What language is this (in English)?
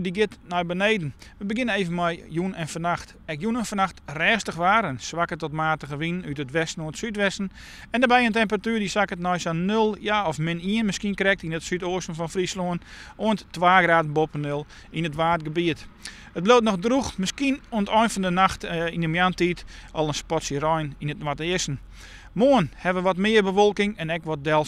Western Frisian